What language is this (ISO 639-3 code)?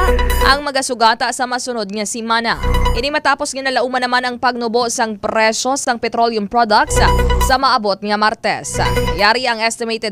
hil